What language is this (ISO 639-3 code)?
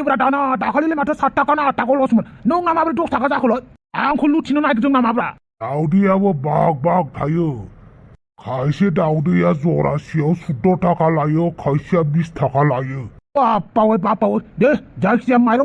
brx